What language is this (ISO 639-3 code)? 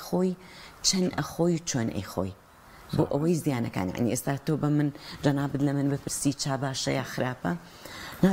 ckb